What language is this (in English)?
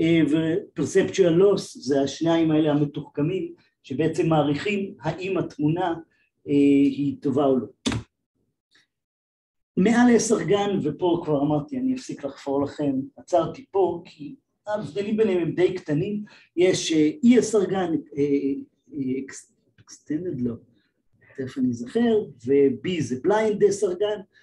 Hebrew